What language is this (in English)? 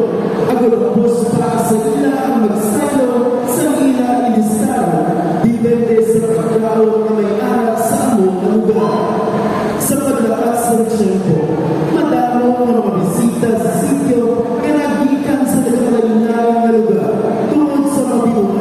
Hiligaynon